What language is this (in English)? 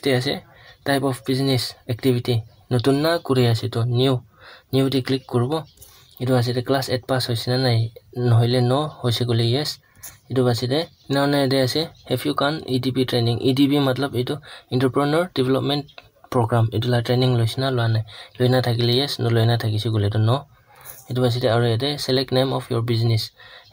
Naga Pidgin